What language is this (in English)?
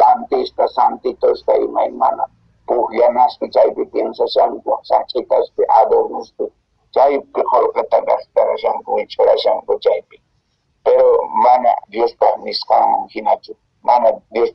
Quechua